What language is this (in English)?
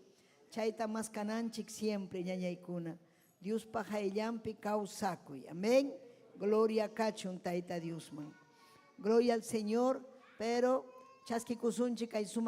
Ayacucho Quechua